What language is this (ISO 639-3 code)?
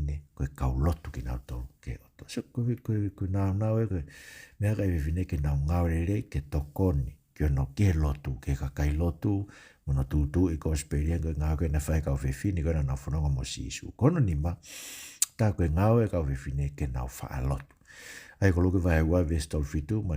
ton